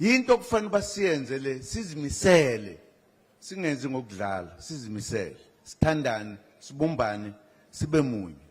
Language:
Zulu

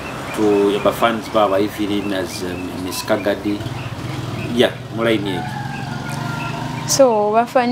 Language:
Nyoro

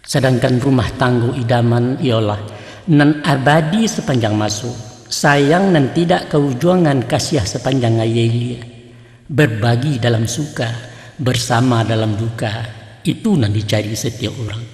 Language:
Minangkabau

